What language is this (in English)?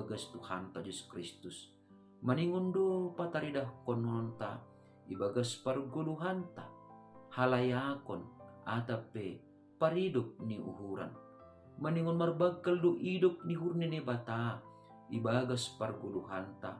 Batak Simalungun